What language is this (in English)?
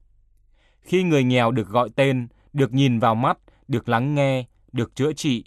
Vietnamese